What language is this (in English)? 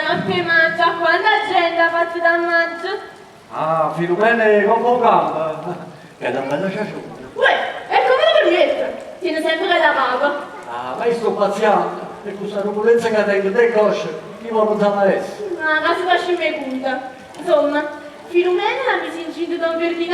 Neapolitan